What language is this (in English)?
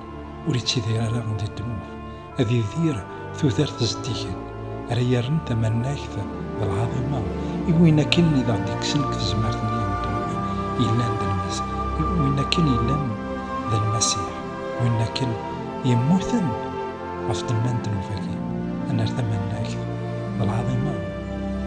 Kabyle